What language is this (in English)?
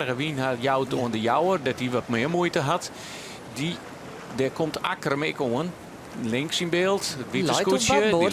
Western Frisian